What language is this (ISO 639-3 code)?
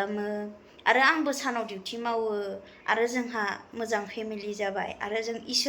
brx